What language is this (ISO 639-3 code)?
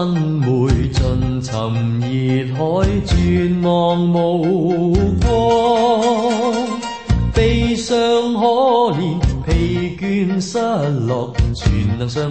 yue